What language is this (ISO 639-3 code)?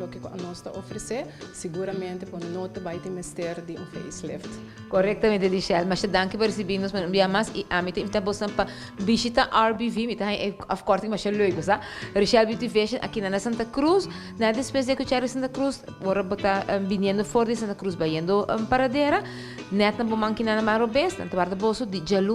pap